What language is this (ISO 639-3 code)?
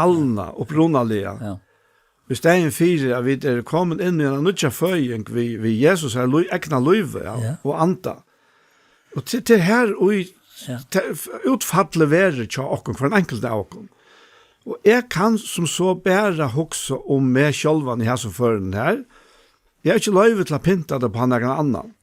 fao